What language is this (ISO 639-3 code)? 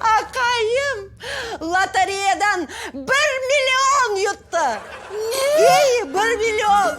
crh